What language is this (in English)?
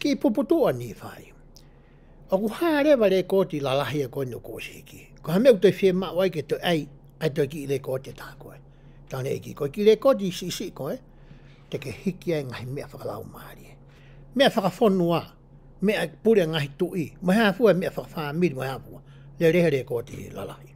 Tongan